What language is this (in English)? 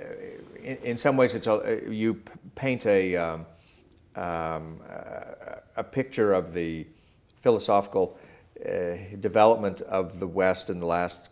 English